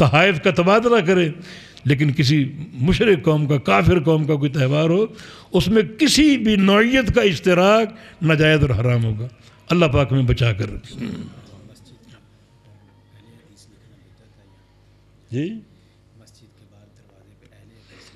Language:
Urdu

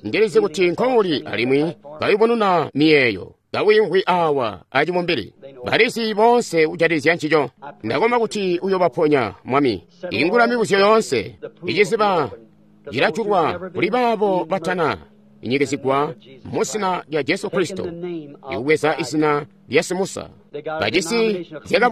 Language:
Tonga (Zambia)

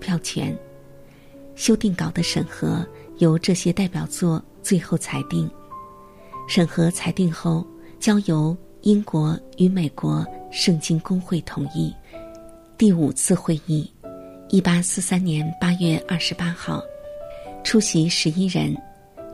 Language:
Chinese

